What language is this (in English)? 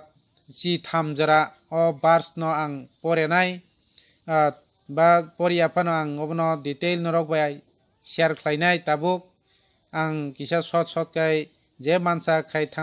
Kok Borok